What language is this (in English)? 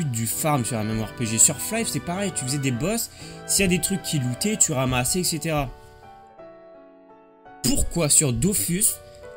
French